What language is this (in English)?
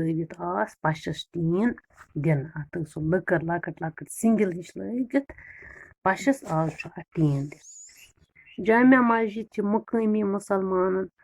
Kashmiri